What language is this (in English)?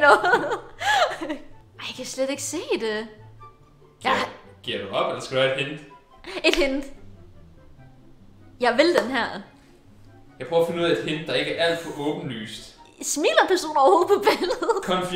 Danish